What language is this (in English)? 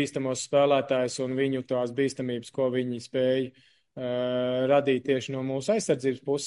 Latvian